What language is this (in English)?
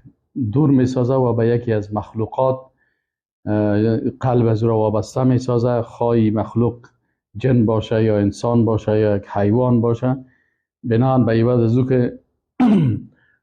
Persian